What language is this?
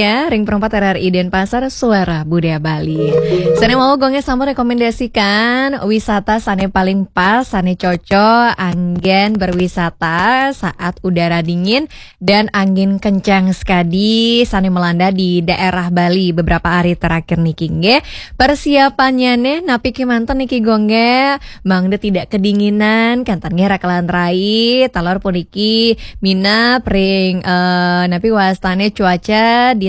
Balinese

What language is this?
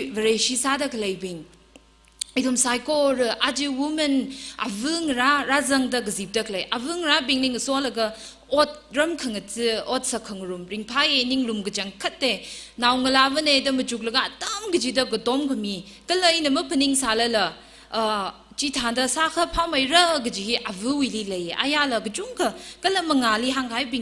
Tangkhul Naga (India)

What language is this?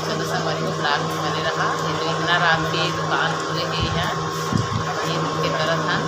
Chhattisgarhi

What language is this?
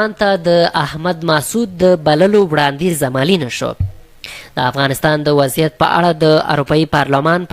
Pashto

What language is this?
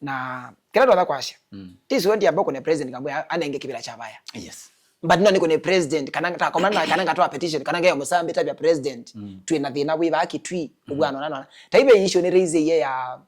Kamba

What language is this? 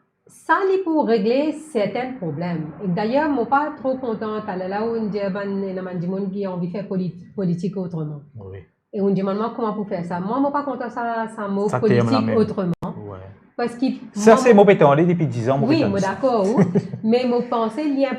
Morisyen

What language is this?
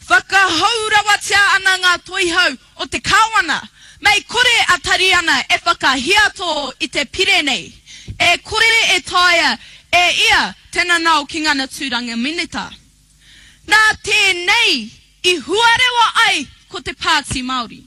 Māori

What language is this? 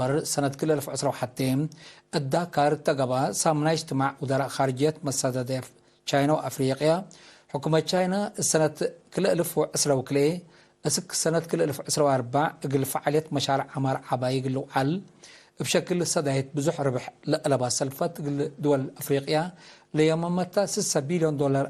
Tigre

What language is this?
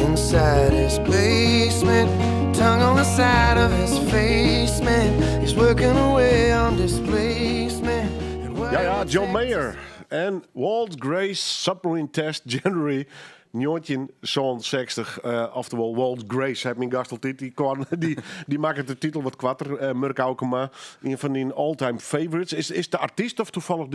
Western Frisian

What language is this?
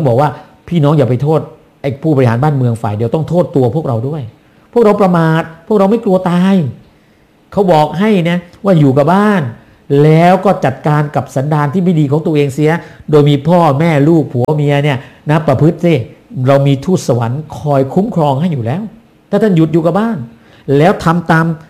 Thai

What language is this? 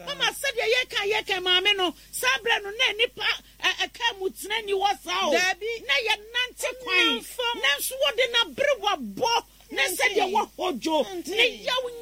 Akan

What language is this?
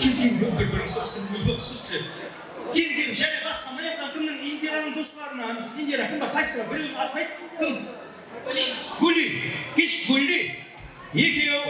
Kara-Kalpak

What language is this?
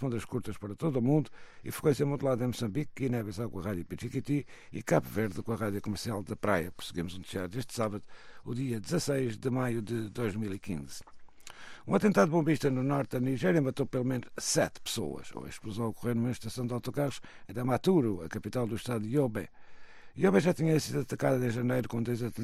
Portuguese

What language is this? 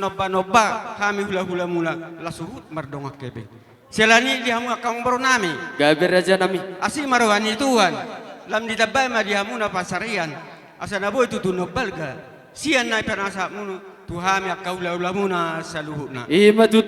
Batak Toba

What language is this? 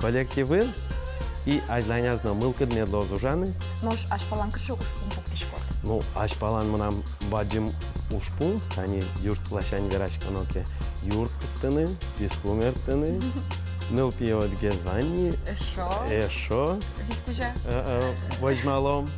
Udmurt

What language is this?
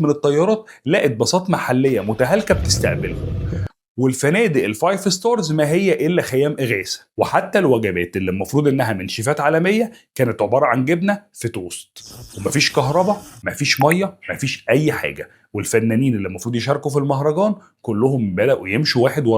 Egyptian Arabic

